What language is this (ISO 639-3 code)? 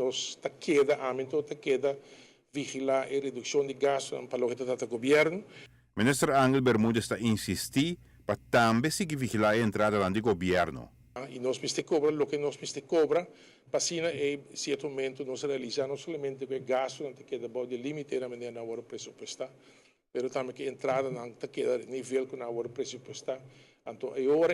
pap